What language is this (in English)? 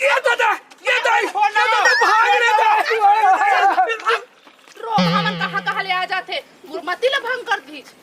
Chhattisgarhi